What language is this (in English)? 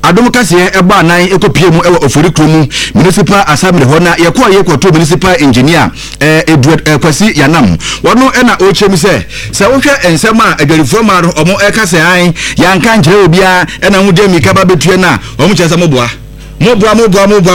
Akan